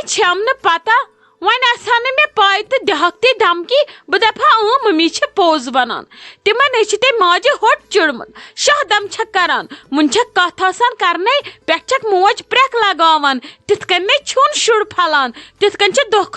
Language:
Kashmiri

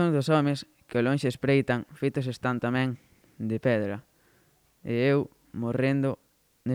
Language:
Galician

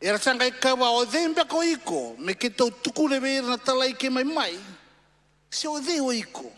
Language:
Fijian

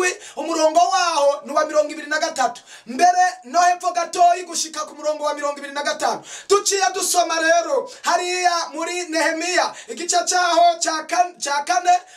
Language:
Rundi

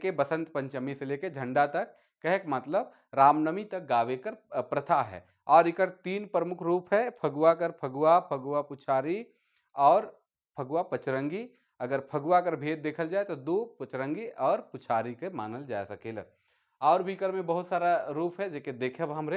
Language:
Sadri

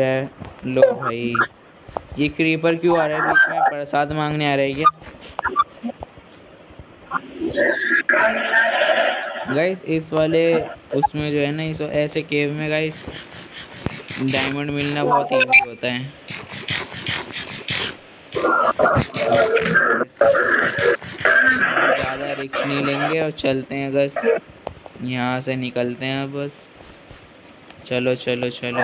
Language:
Hindi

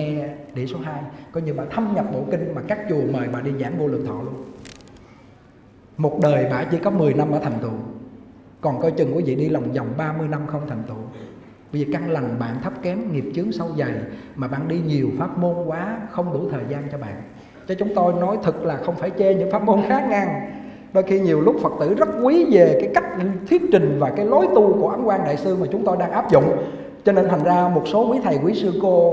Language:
Vietnamese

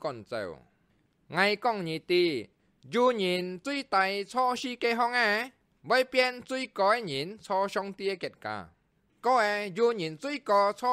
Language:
Hakka Chinese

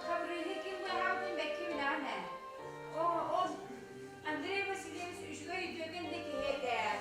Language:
Yakut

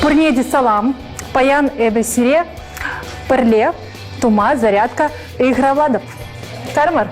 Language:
Chuvash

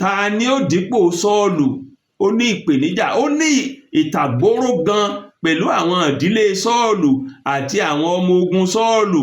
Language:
Yoruba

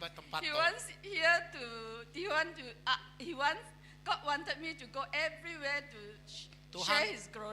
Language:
Iban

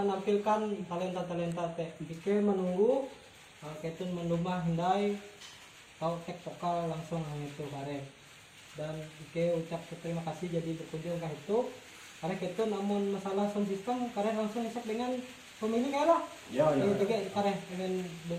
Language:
Ngaju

